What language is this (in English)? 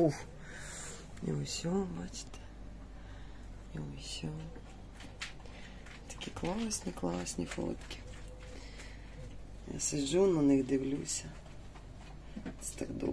Ukrainian